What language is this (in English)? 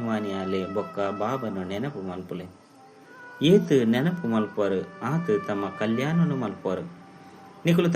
Tulu